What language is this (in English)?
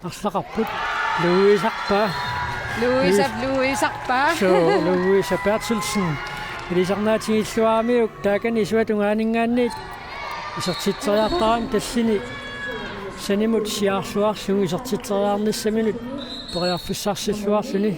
Kalaallisut